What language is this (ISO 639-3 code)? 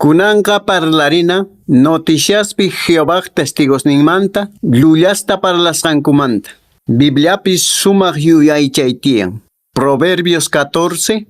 que